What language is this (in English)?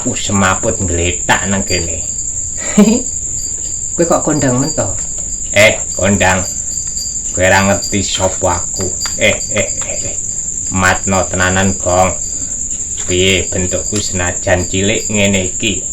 Javanese